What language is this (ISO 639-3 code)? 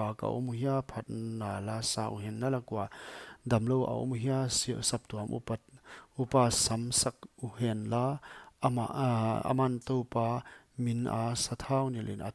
pck